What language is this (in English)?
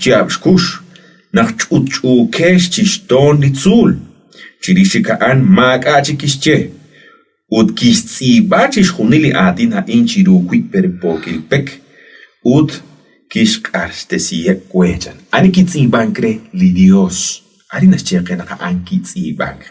Kekchí